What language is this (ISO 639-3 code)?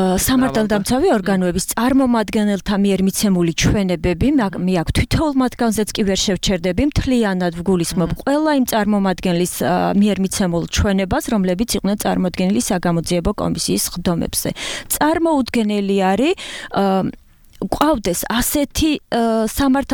kat